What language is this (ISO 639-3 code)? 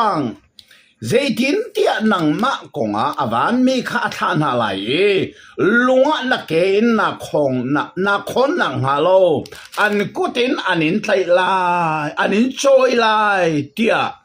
cnh